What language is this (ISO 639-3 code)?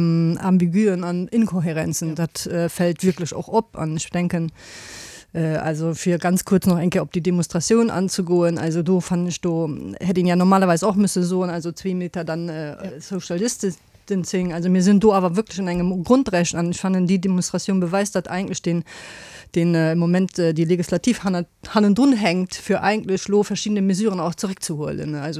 ltz